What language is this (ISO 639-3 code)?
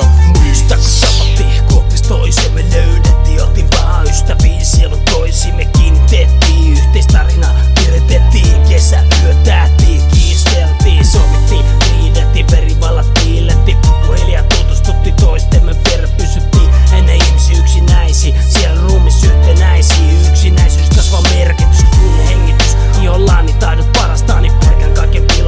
fin